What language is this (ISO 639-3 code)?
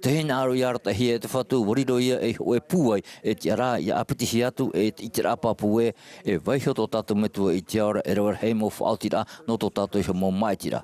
tah